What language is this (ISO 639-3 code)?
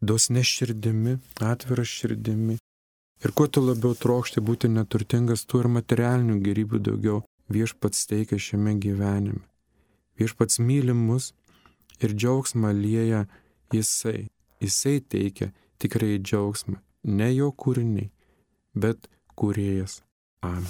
lit